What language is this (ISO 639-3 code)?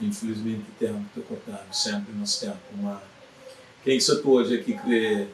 kea